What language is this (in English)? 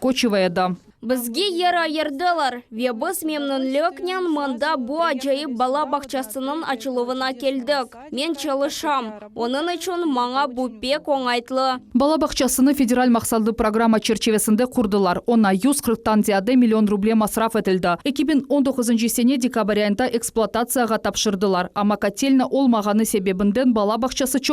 Crimean Tatar